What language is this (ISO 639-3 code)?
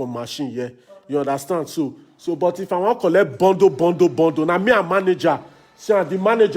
pcm